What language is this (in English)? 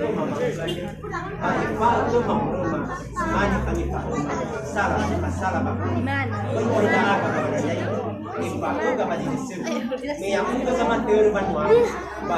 Nias